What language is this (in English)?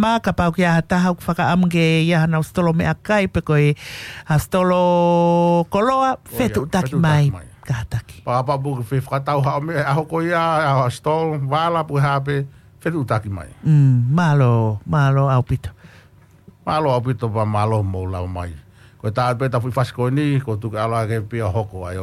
Tongan